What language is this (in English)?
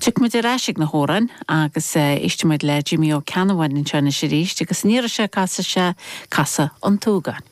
Irish